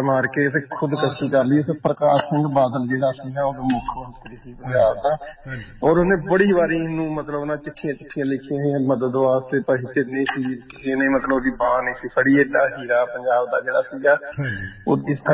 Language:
Punjabi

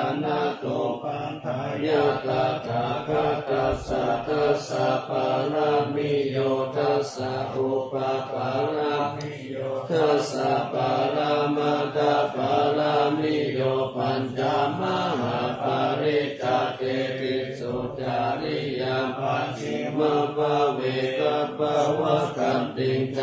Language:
Pali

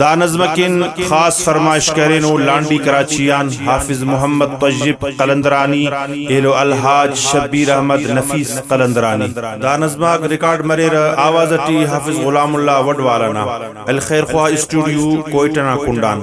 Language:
Brahui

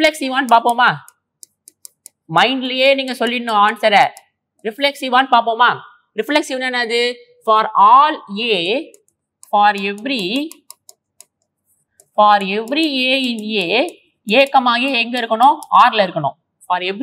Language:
Tamil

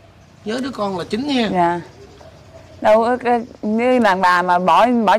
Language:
Vietnamese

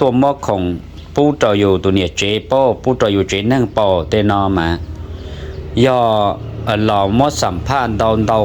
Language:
Hmong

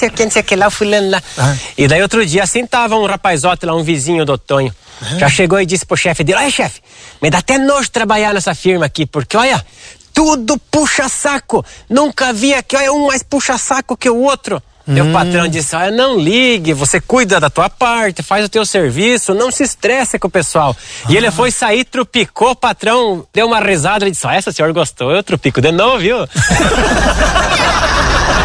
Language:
Portuguese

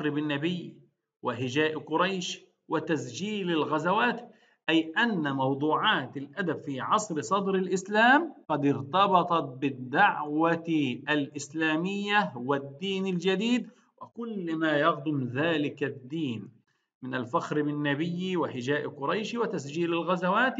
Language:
Arabic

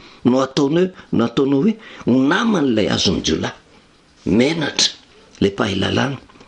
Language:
Malagasy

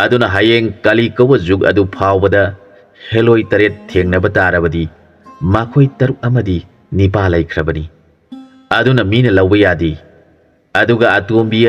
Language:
Manipuri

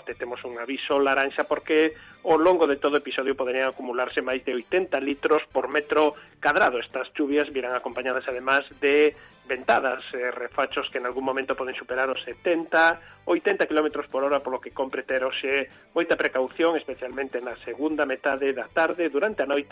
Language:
Galician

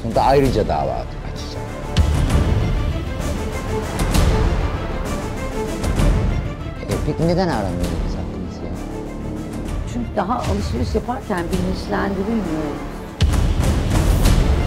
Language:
Turkish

